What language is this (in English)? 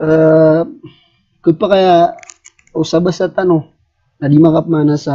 Maranao